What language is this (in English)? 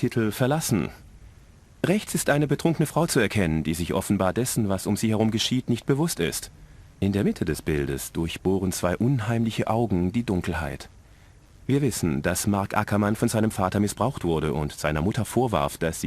Bavarian